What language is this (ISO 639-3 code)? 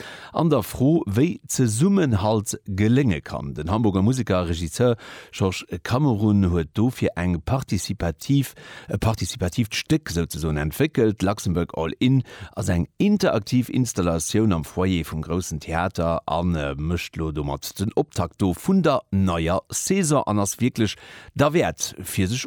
ltz